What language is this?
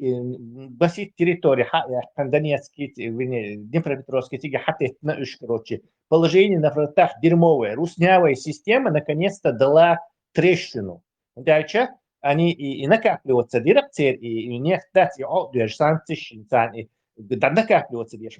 Chechen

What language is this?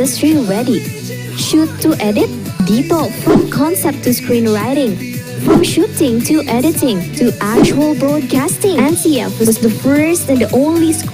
Bikol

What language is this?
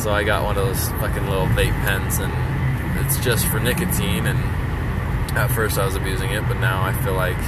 English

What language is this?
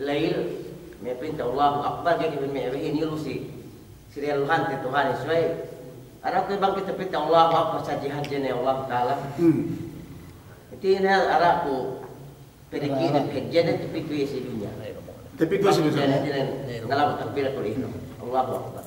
Yakan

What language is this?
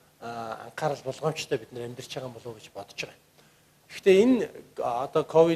Mongolian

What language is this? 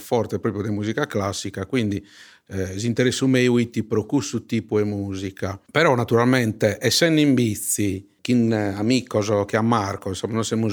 Sardinian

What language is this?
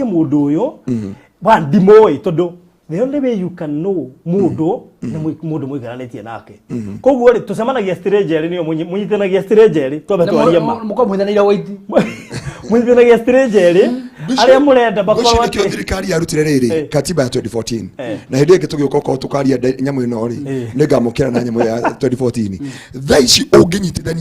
Kikuyu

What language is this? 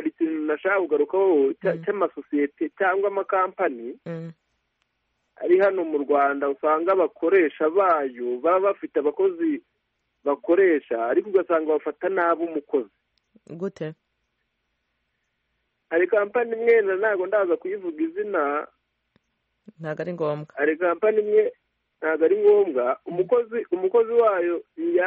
Kinyarwanda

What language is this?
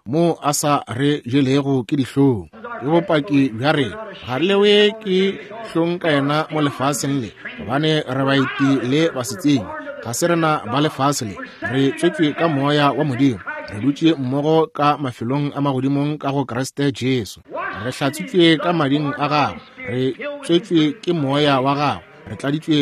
Northern Sotho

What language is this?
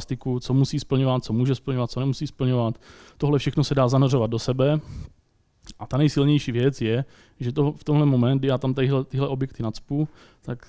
Czech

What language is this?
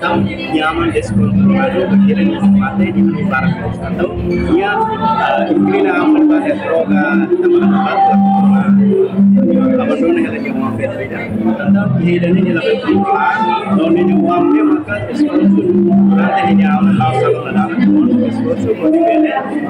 Tetum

